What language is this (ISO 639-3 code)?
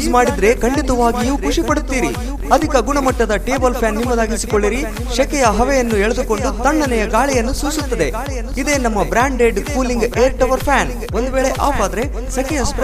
kan